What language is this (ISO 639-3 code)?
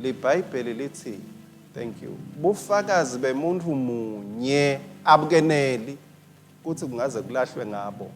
ssw